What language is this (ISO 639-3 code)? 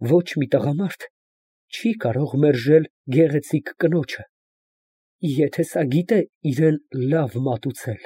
hye